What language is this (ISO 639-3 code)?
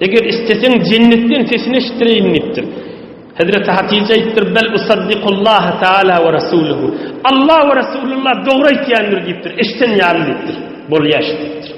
tuk